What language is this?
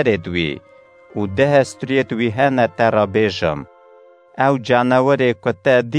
Kurdish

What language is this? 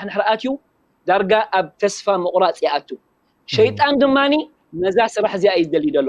Tigrinya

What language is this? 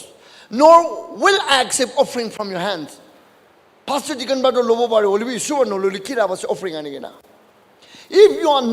Naga Pidgin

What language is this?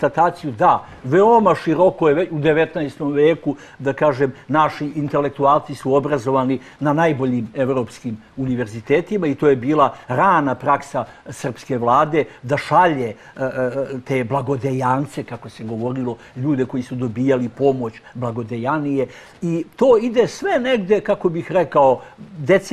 Serbian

